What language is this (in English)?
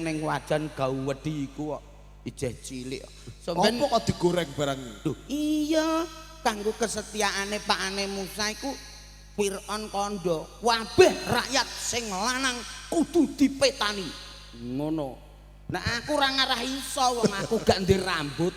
Javanese